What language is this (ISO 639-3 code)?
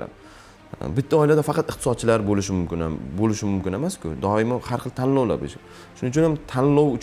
uzb